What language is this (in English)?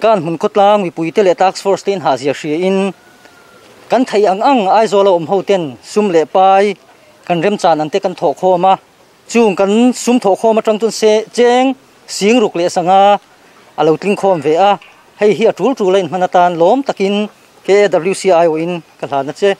Mizo